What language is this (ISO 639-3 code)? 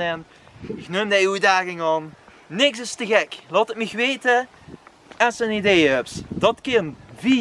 lim